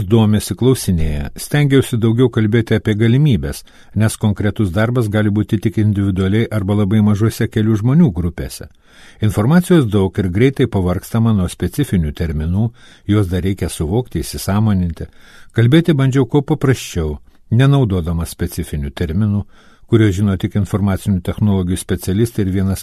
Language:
Lithuanian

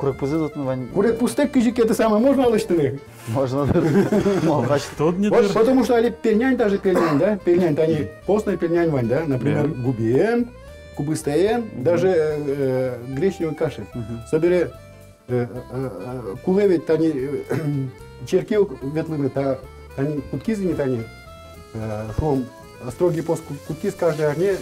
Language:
Udmurt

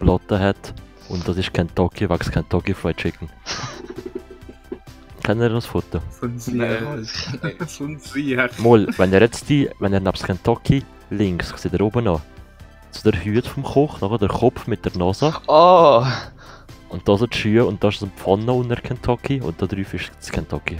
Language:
Swiss German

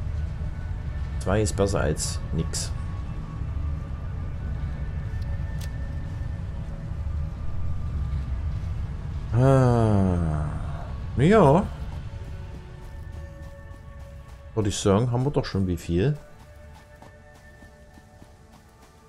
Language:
German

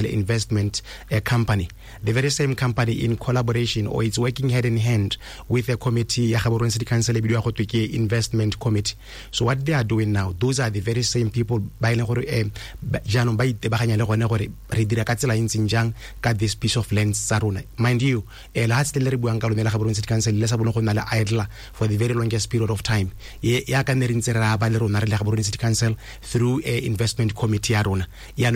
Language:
Tswana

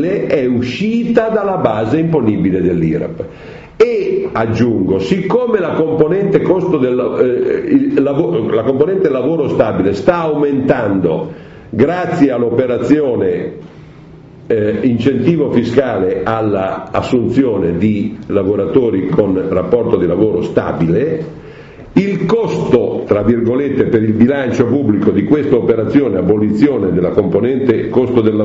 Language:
Italian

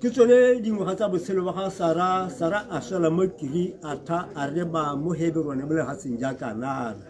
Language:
Tswana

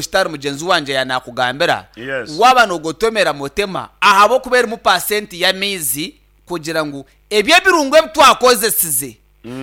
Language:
Nyankole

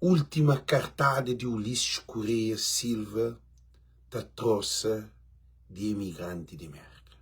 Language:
Kabuverdianu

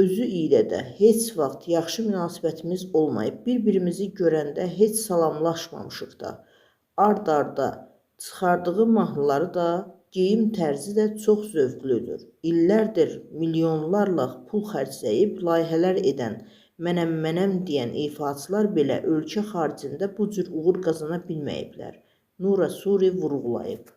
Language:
Azerbaijani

